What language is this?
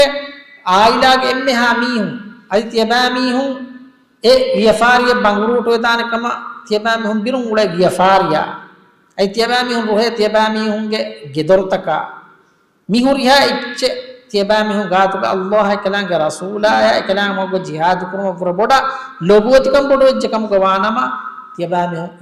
Divehi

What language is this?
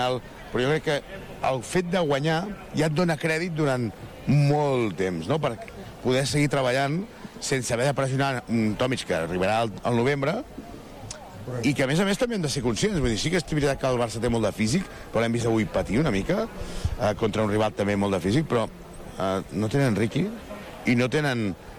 Catalan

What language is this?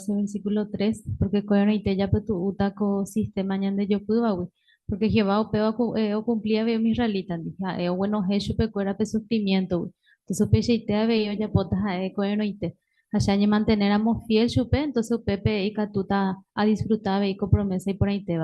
Guarani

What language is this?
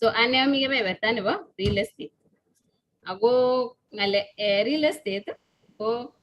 Kalenjin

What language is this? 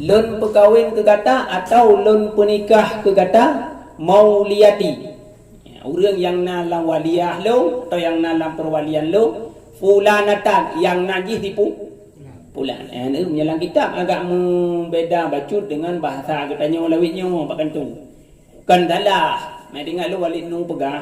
Achinese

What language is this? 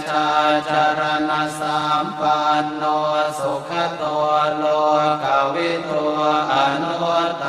Pali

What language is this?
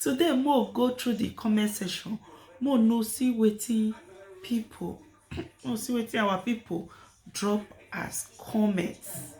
Nigerian Pidgin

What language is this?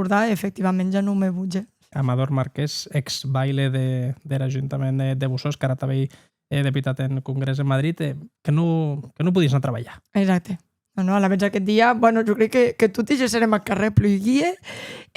Occitan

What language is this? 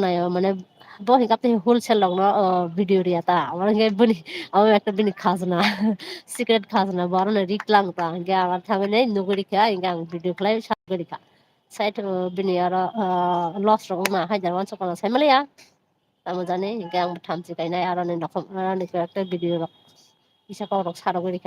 Kok Borok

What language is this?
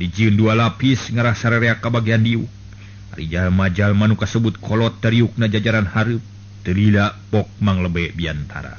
Sundanese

